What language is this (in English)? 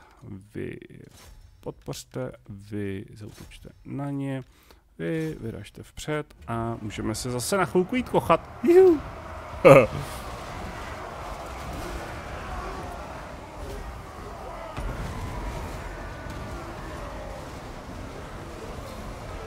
Czech